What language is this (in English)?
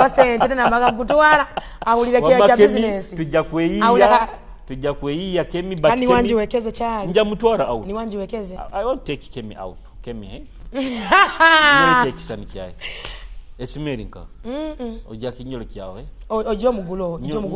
Nyoro